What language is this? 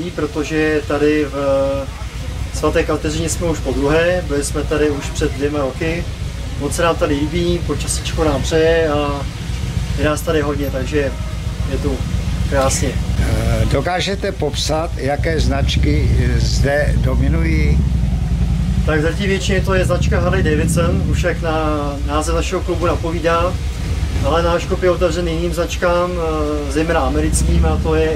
Czech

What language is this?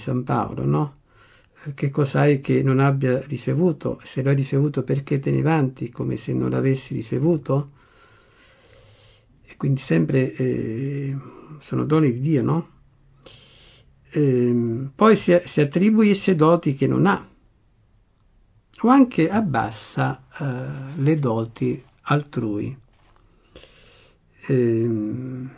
Italian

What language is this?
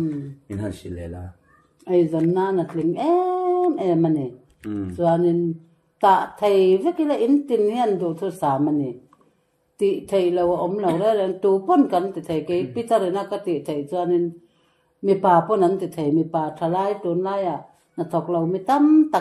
Mizo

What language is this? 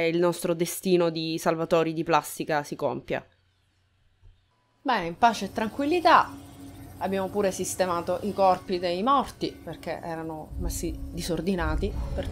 Italian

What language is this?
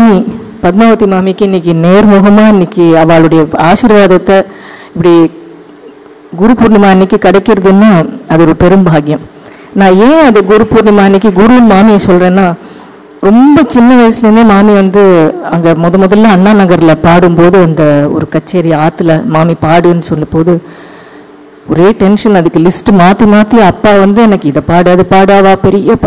Tamil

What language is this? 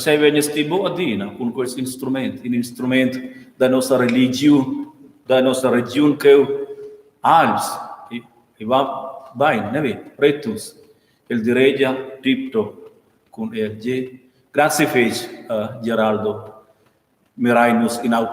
Romansh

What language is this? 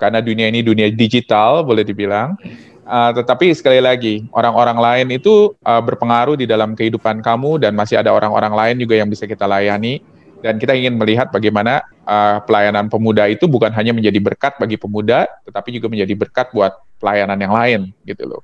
Indonesian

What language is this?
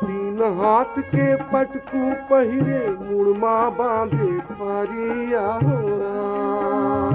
Chhattisgarhi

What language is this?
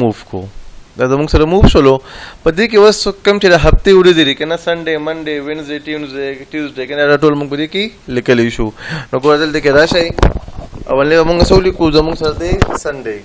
Pashto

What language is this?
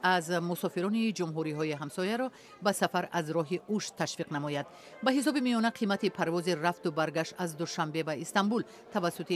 Tajik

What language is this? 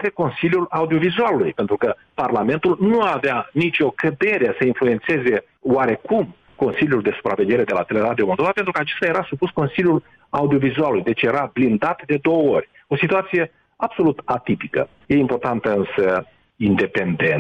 Romanian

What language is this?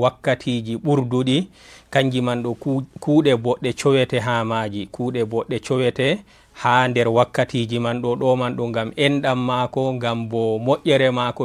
Fula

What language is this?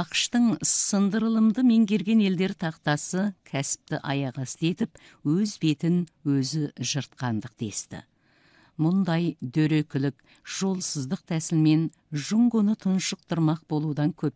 Kazakh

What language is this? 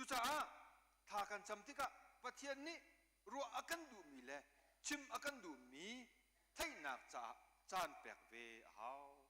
Hakha Chin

